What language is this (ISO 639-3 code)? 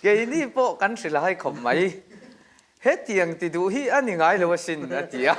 lus